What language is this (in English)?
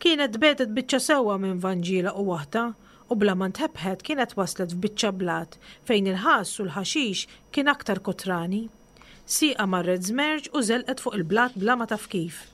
Maltese